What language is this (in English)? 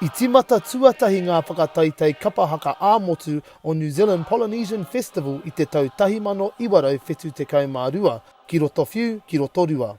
Māori